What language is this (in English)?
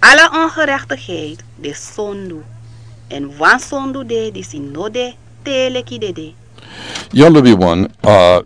Sranan Tongo